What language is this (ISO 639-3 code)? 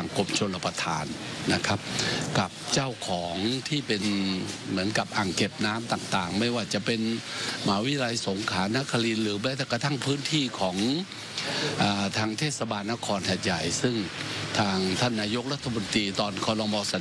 tha